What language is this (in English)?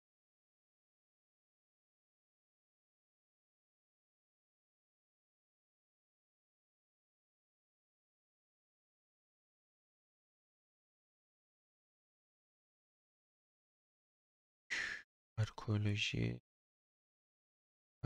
Turkish